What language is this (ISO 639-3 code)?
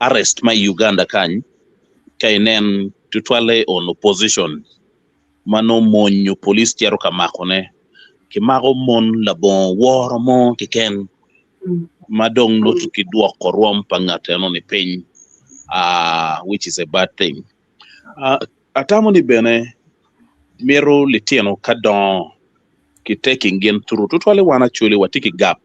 ach